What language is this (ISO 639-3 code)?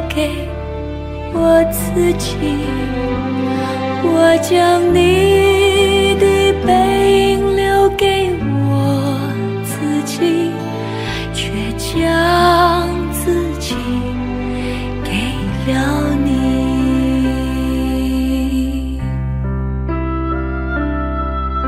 zho